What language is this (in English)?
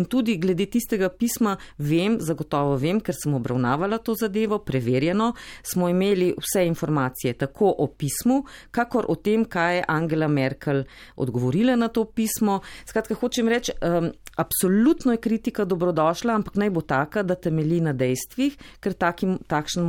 Slovenian